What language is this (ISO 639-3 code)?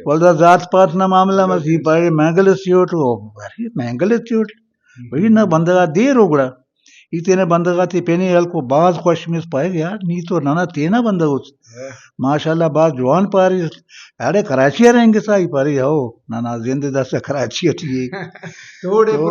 brh